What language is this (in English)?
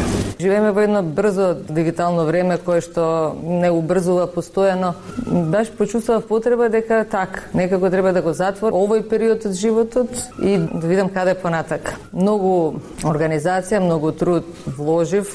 Macedonian